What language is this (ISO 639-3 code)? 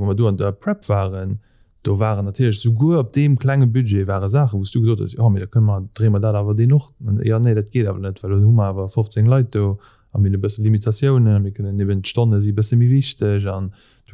ltz